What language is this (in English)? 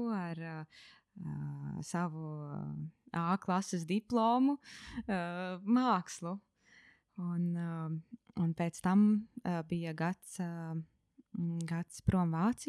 Latvian